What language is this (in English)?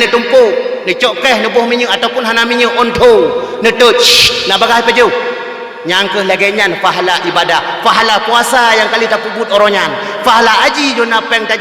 Achinese